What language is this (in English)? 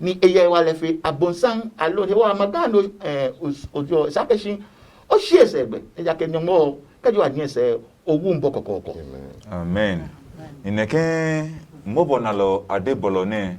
Adangme